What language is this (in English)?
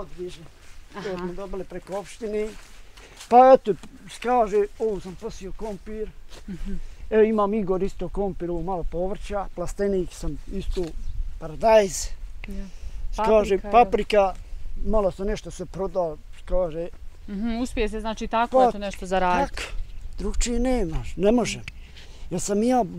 Bosnian